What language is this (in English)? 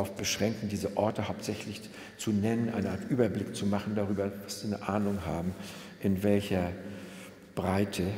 German